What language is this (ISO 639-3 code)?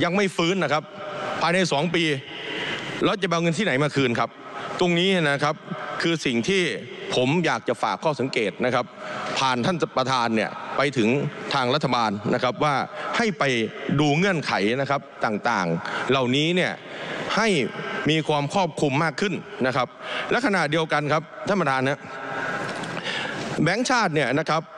tha